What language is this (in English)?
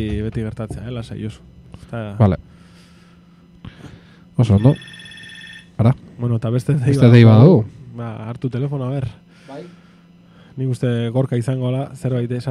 Basque